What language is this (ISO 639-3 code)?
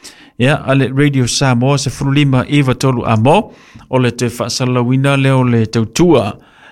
smo